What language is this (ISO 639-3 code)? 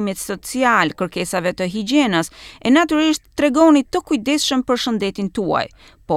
sqi